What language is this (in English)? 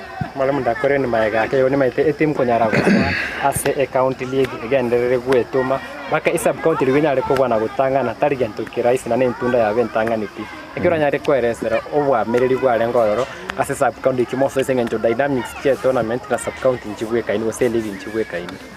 Gusii